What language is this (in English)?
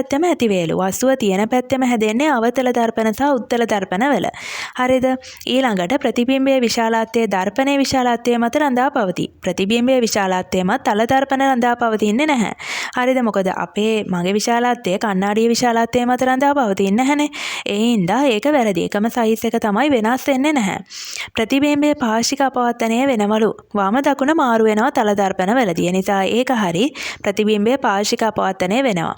Sinhala